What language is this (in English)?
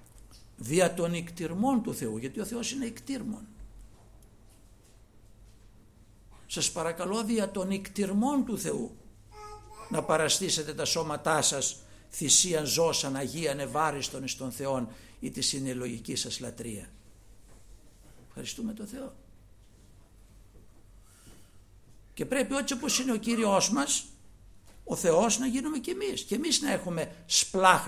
Greek